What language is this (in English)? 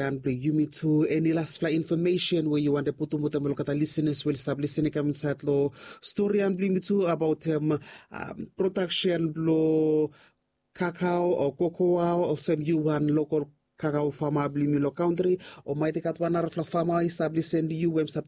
Bislama